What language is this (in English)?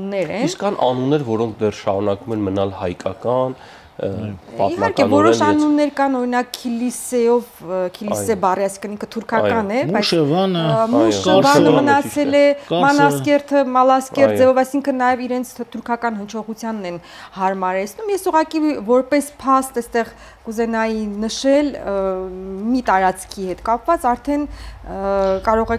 Armenian